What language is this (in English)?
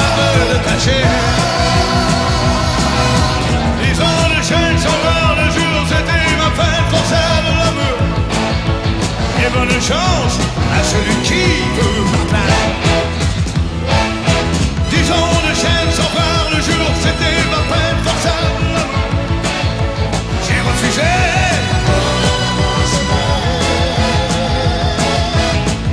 French